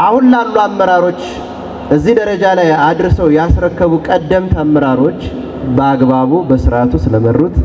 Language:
Amharic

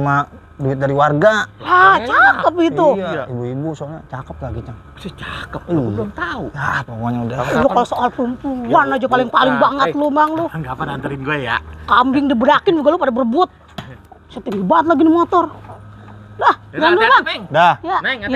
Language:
Betawi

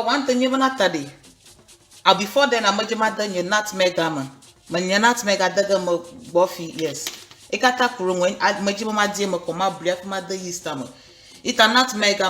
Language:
Ewe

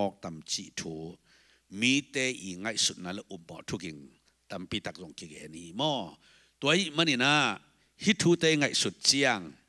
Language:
Tedim Chin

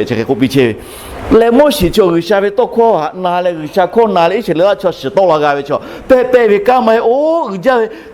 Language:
Lahu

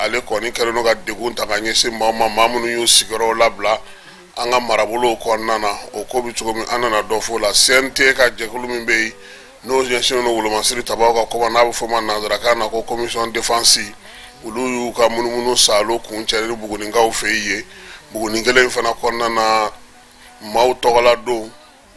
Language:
Bambara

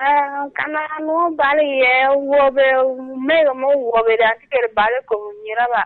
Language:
Lango (Uganda)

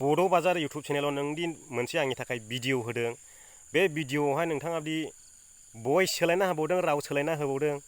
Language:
Bodo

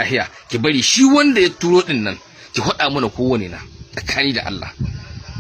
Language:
Hausa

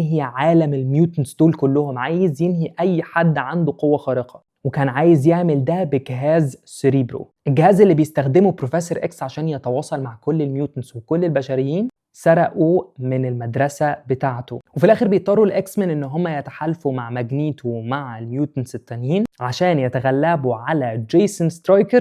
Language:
Egyptian Arabic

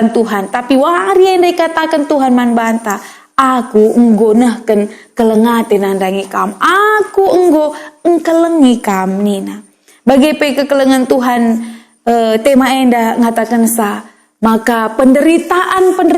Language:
Batak Karo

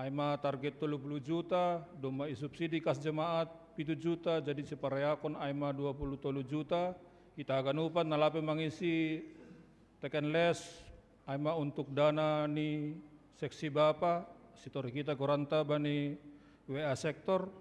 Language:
Batak Simalungun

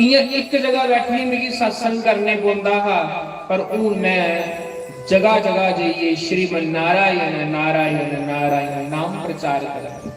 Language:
Dogri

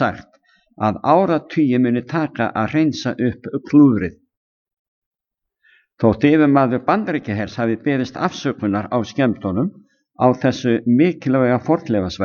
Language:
Icelandic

